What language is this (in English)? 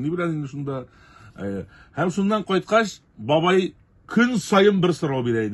Tatar